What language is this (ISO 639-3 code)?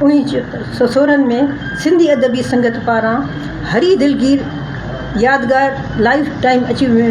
snd